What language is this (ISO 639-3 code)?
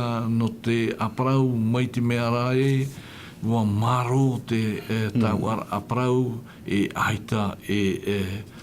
tah